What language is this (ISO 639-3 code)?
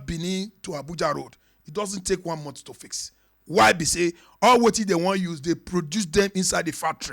pcm